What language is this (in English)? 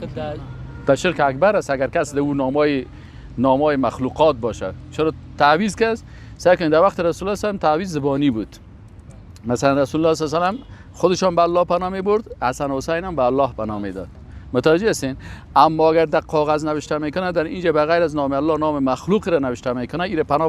Persian